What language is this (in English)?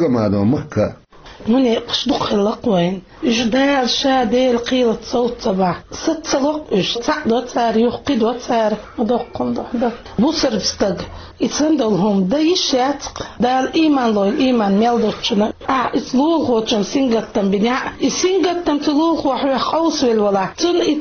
Chechen